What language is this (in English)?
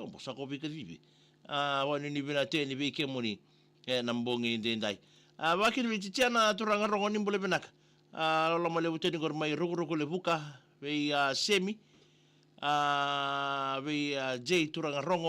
Fijian